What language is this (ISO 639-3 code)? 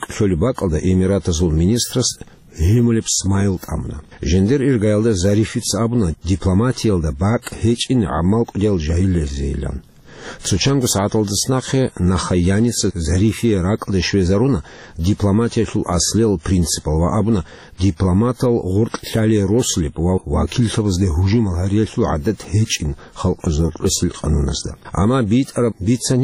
ava